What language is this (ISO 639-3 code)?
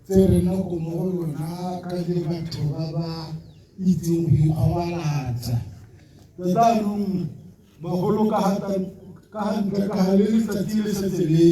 tsn